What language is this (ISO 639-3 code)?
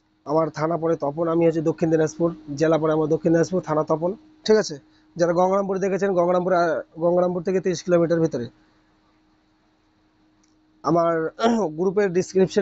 ben